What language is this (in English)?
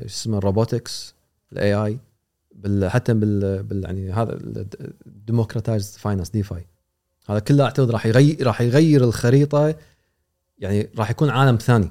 Gulf Arabic